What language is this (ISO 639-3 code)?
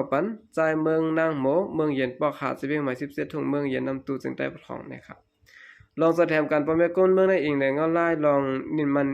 shn